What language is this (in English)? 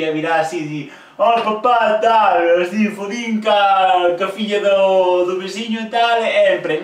Galician